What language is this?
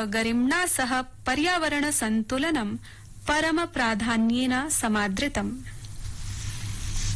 Sanskrit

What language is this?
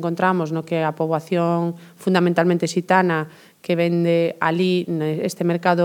Galician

